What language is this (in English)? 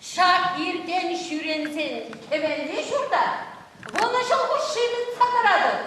Chuvash